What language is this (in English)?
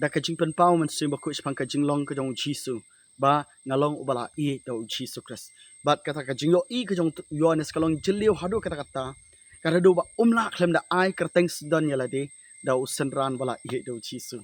Khasi